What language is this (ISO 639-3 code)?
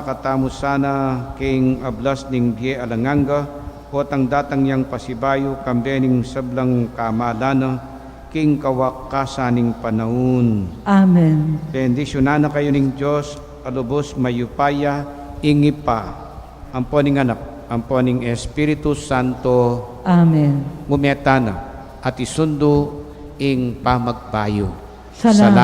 pam